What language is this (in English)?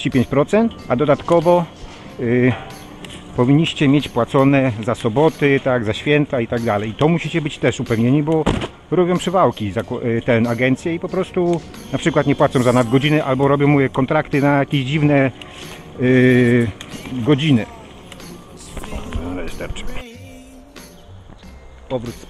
Polish